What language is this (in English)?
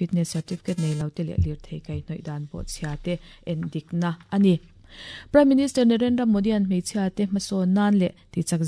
Mizo